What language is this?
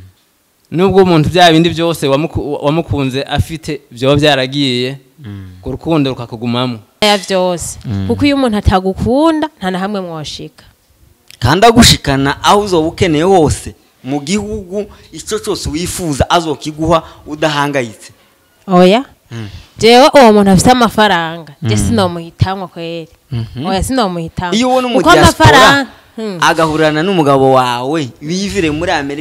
Rundi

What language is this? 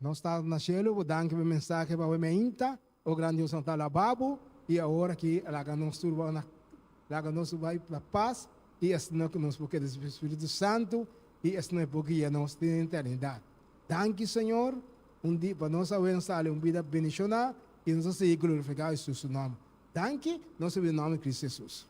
Papiamento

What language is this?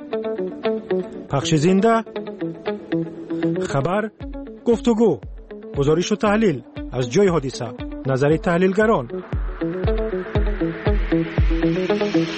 Persian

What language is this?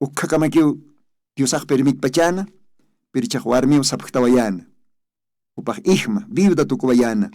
Aymara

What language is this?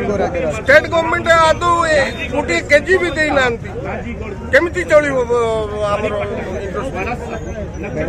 Odia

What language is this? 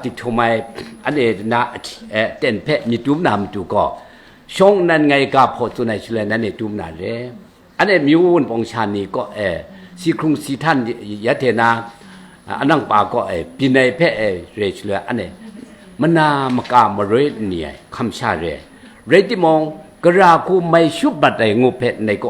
Kachin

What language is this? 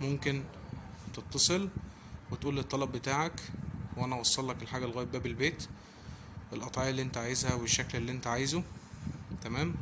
Egyptian Arabic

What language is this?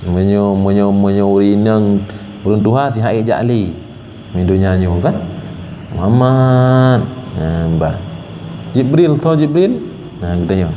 Achinese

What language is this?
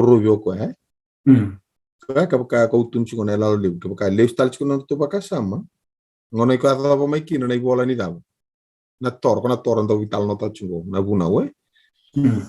Fijian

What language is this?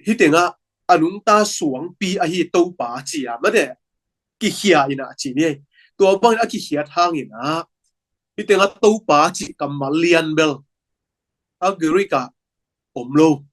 Tedim Chin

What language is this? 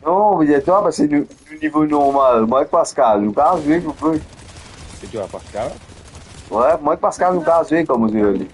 Morisyen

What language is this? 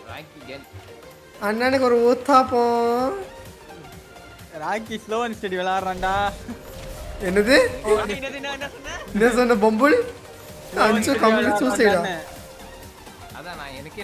Tamil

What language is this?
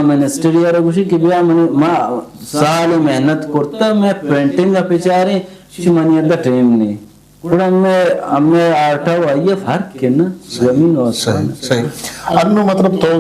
Eastern Balochi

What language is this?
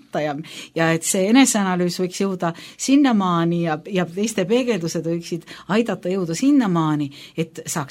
Estonian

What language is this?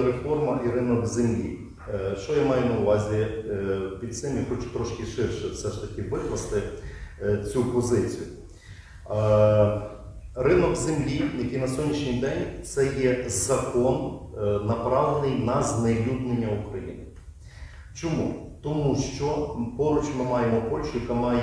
Ukrainian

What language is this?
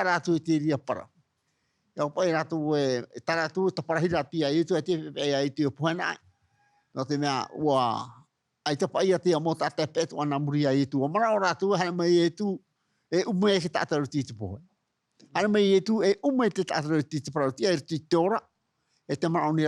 Tahitian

